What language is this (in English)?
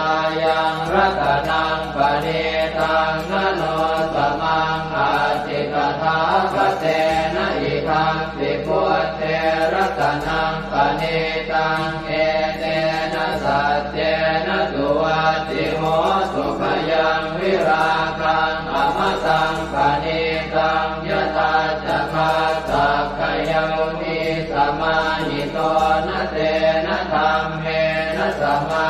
Pali